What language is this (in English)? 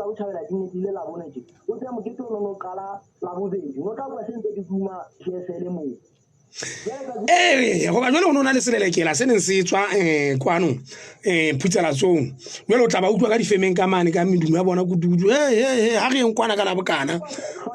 Southern Sotho